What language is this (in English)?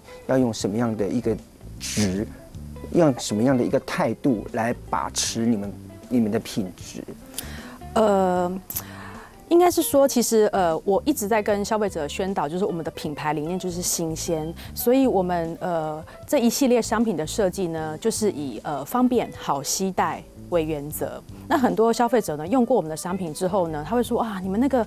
Chinese